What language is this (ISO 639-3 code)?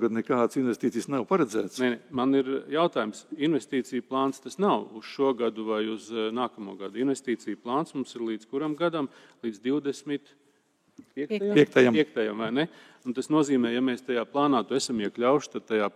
lav